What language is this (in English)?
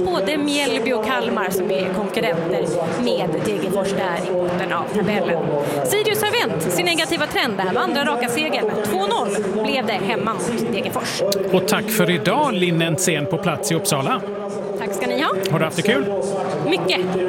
Swedish